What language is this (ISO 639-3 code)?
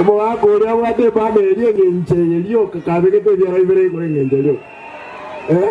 guz